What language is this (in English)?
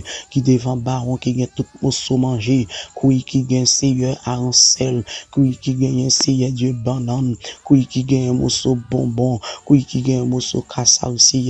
Haitian Creole